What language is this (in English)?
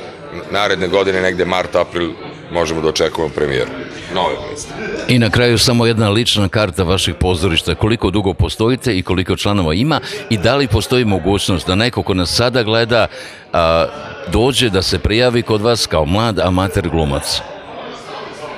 Serbian